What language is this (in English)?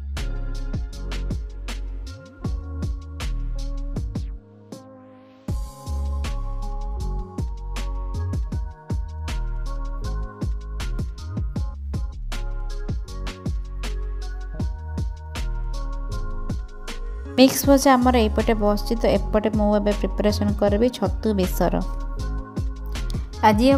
Odia